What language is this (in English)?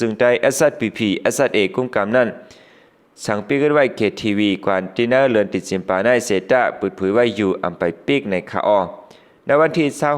Shan